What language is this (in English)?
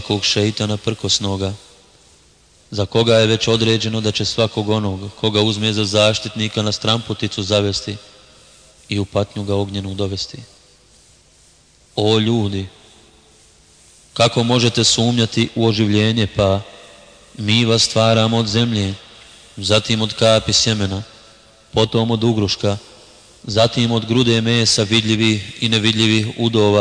Bosnian